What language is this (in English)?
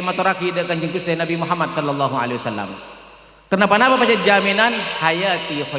Madurese